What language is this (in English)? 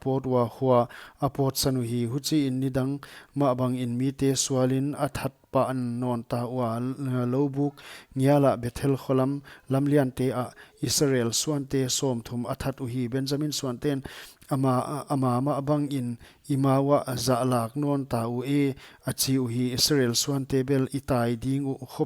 Paite Chin